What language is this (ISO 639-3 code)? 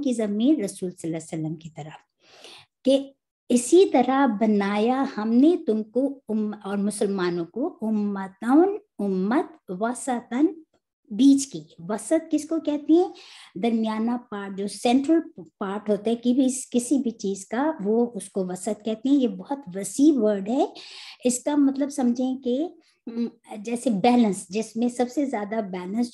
urd